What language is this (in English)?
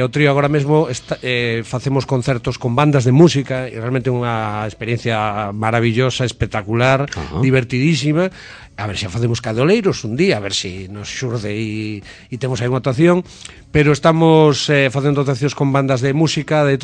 Galician